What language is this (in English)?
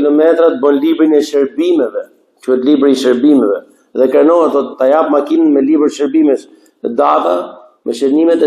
Albanian